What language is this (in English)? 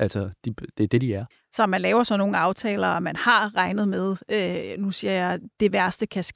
Danish